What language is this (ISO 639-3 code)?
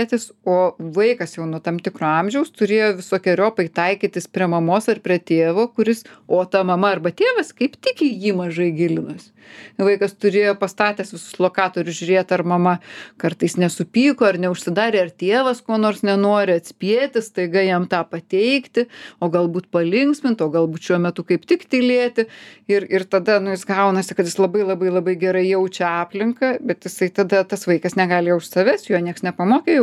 lit